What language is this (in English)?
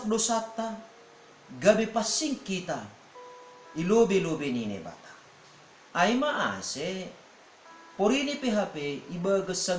Batak Simalungun